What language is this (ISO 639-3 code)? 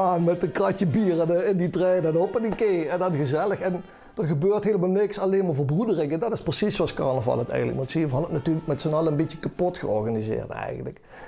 lim